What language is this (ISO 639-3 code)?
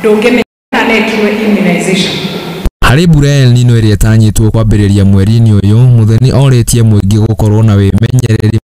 kik